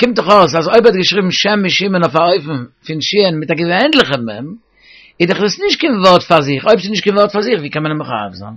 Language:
Yiddish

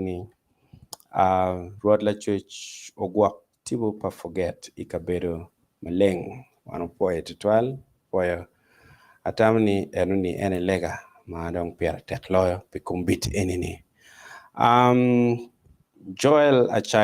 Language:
Acoli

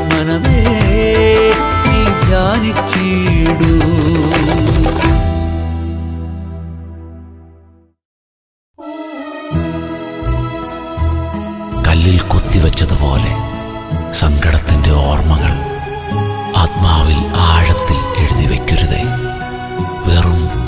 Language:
Malayalam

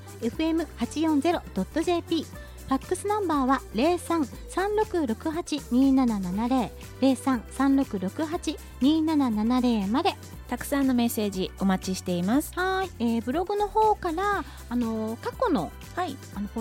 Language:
Japanese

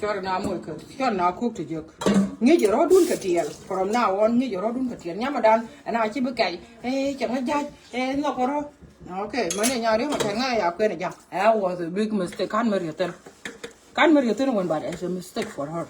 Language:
Nuer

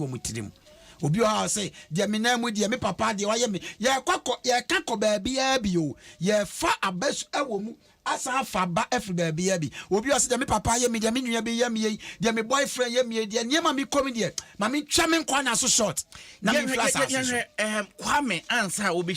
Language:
Akan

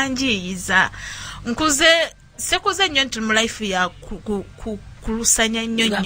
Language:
Ganda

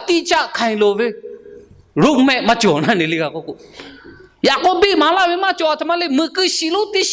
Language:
Lahu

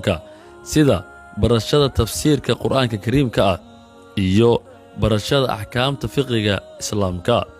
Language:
Somali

